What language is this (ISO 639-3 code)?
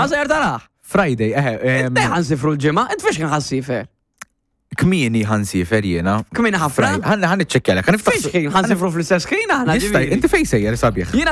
mlt